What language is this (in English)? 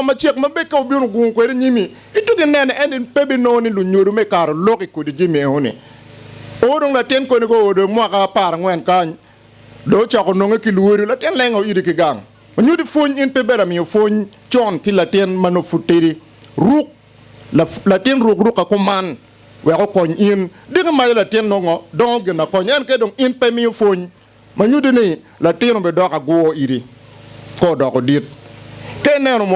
Acoli